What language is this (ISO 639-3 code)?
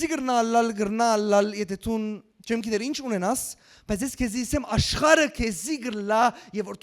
hyw